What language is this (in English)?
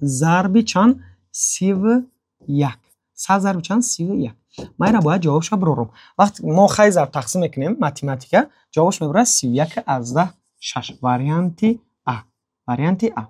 Tajik